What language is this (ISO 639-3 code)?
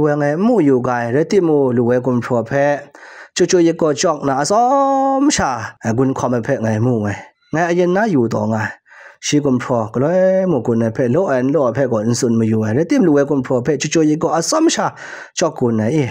kac